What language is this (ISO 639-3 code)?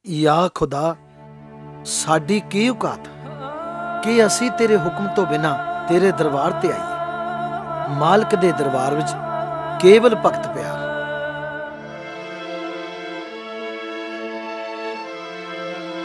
pan